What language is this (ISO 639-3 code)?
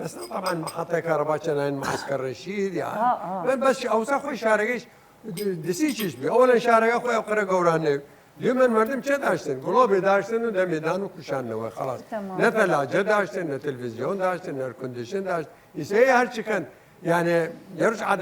sdh